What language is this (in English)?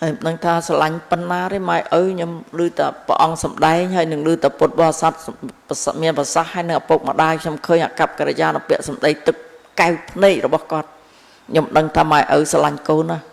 Khmer